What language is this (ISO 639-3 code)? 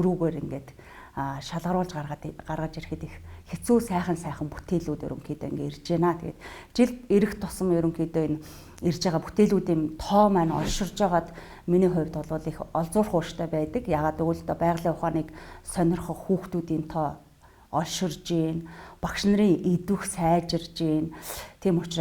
mon